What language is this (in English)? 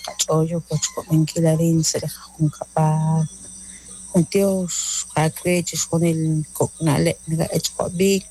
Kekchí